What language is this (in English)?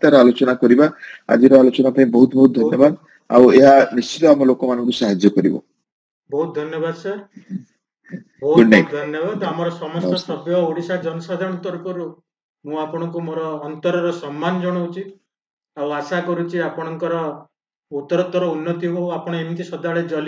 Odia